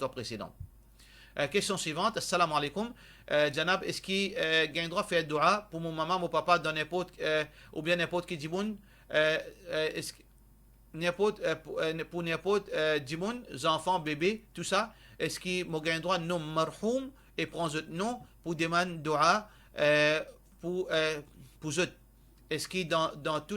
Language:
Morisyen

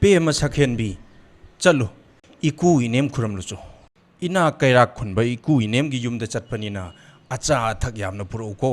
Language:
Manipuri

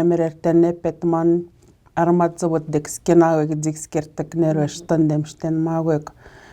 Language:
Atikamekw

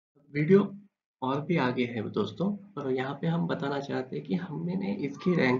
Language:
Hindi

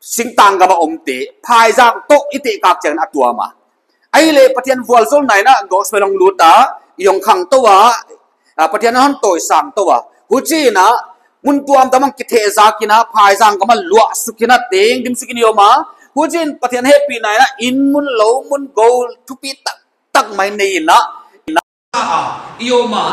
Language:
Paite Chin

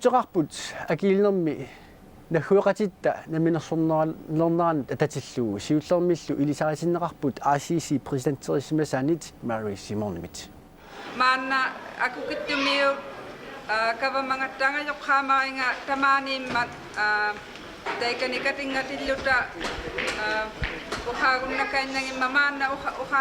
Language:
Kalaallisut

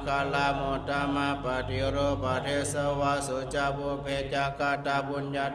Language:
Pali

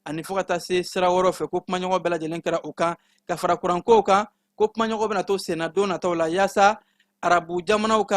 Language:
Bambara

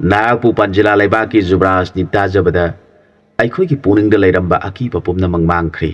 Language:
Manipuri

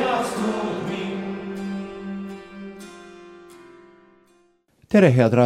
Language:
Estonian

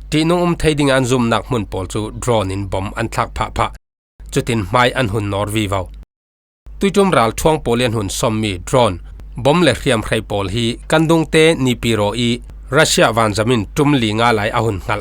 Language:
Falam Chin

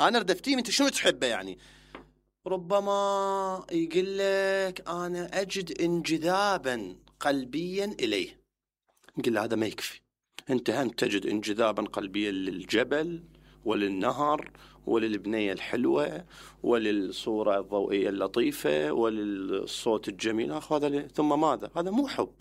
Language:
Mesopotamian Arabic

